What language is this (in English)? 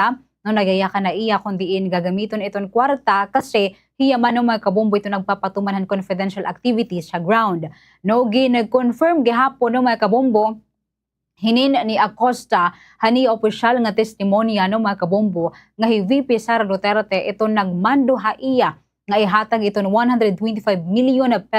Waray